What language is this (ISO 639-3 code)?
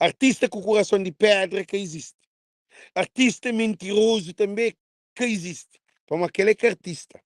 kea